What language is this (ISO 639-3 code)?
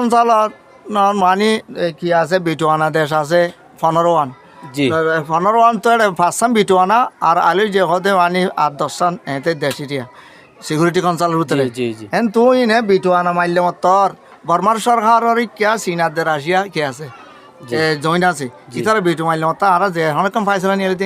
rhg